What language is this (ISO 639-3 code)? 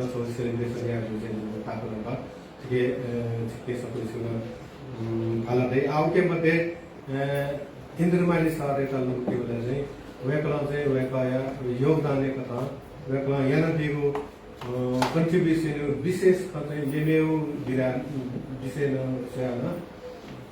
new